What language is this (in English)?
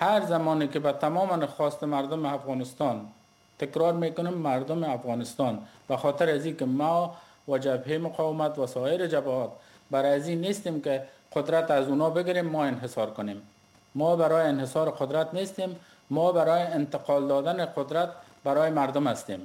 Persian